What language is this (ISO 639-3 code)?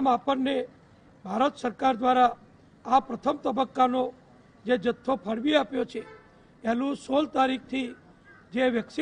guj